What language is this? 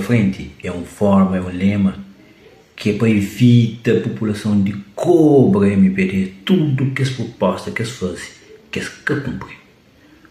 Kabuverdianu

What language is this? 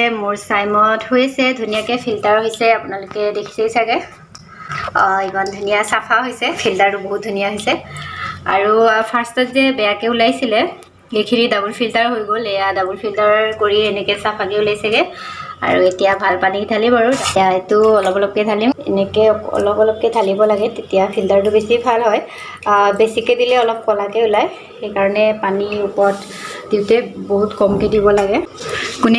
Assamese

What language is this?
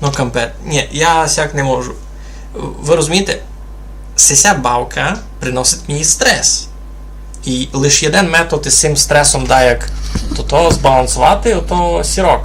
Rusyn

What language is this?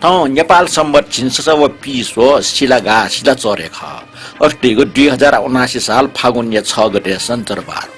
Newari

